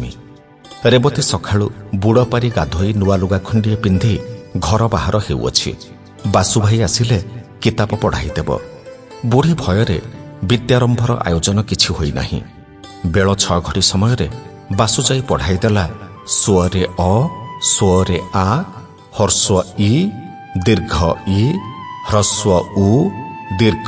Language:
Odia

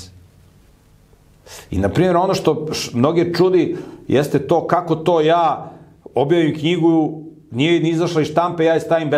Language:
Serbian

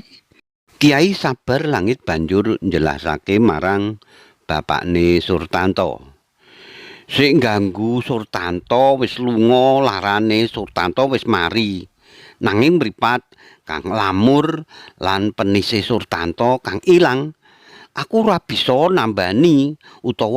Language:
Javanese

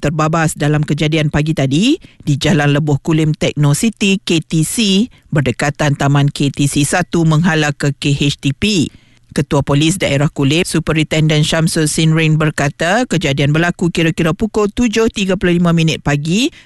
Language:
Malay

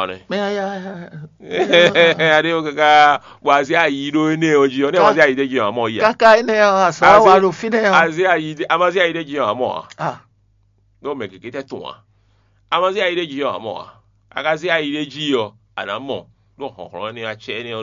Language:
Fon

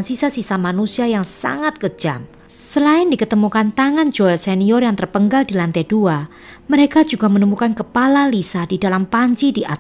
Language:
Indonesian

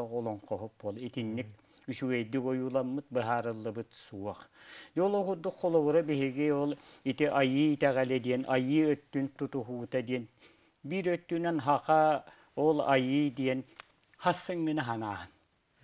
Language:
Yakut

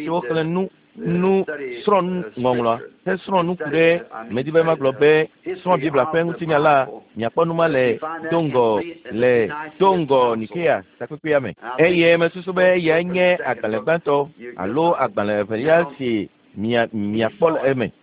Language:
Ewe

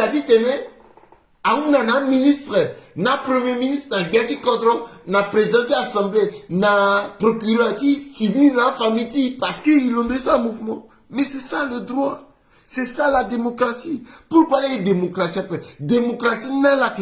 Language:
Sango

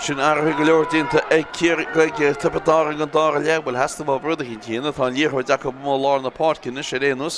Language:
Irish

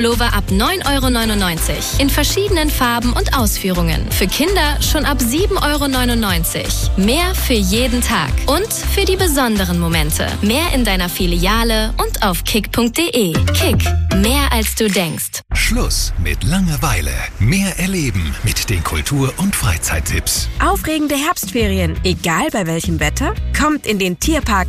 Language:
German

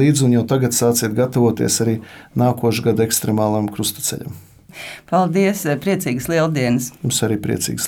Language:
Latvian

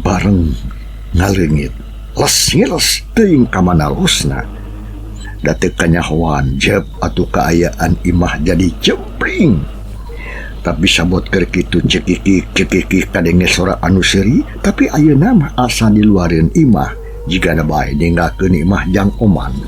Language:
Sundanese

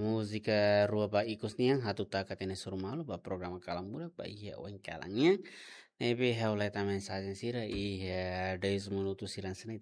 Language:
Tetum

